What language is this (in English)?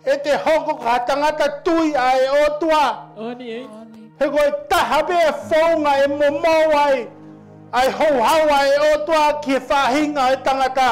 Tongan